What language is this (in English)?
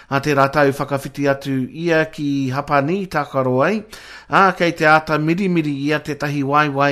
Māori